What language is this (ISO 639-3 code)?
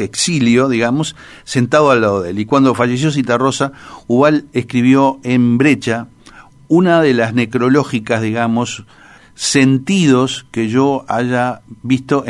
spa